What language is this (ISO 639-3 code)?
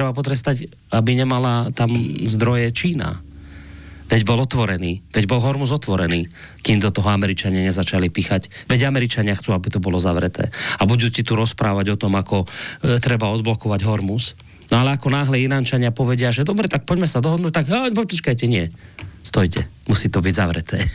slk